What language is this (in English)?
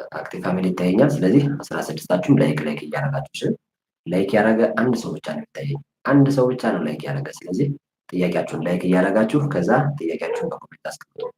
Amharic